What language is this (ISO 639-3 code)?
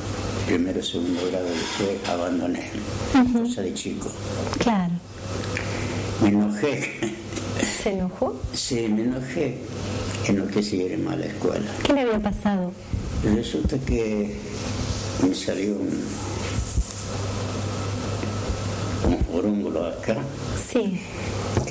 spa